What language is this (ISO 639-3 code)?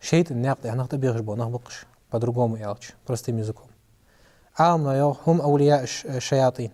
inh